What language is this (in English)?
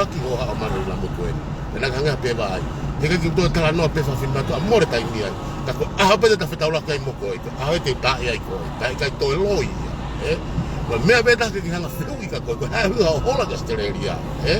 Tongan